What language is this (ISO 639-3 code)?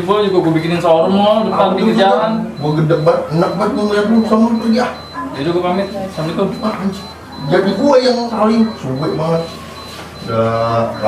bew